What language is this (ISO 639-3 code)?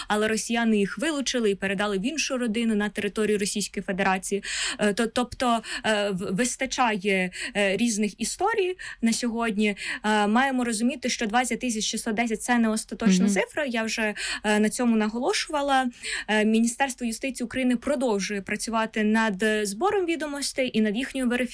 ukr